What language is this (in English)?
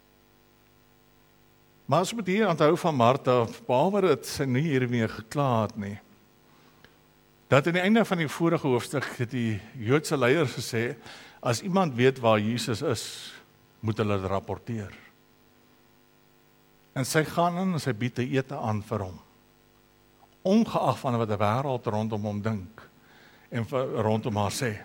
Afrikaans